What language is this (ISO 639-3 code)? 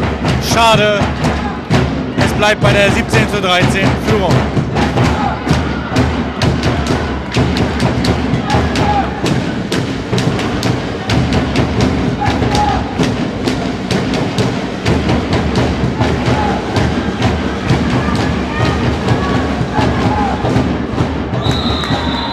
deu